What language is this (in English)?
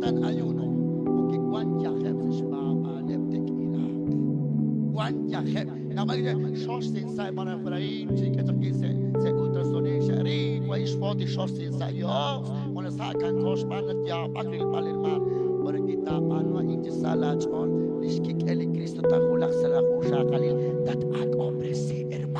Kekchí